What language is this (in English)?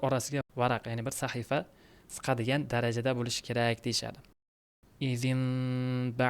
Uzbek